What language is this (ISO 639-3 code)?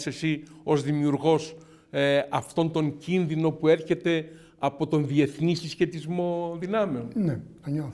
ell